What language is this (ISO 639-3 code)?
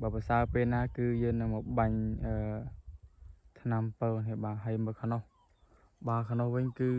khm